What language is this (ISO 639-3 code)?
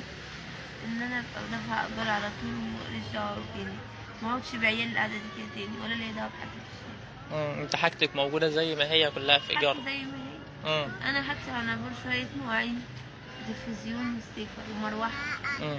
arz